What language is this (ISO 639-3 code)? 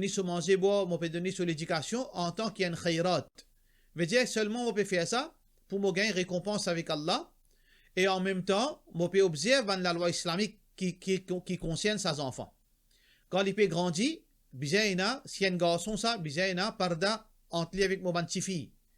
mfe